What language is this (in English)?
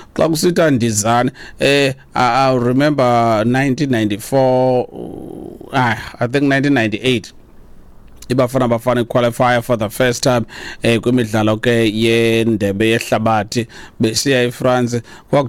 Xhosa